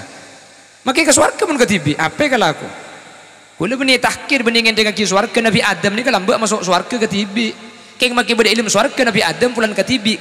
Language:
Madurese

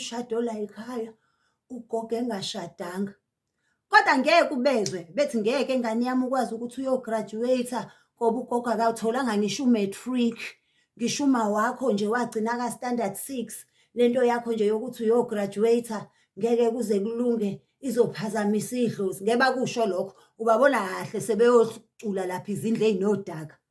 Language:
Zulu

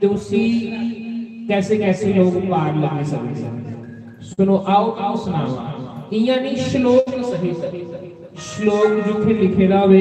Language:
Dogri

